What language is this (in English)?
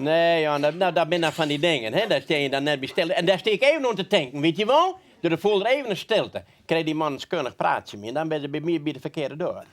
Western Frisian